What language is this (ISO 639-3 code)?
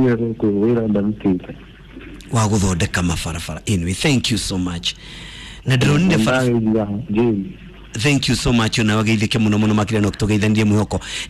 kik